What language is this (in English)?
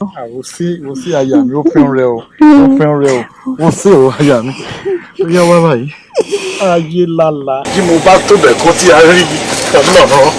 Yoruba